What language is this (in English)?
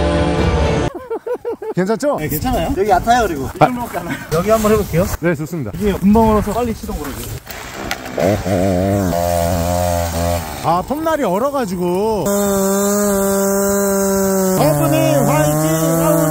Korean